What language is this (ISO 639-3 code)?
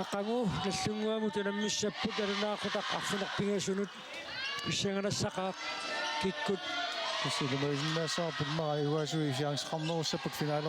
kal